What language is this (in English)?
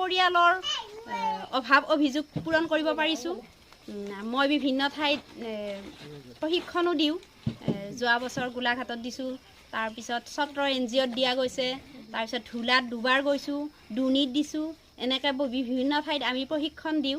Assamese